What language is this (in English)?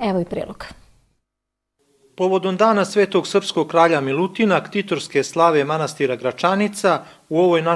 Serbian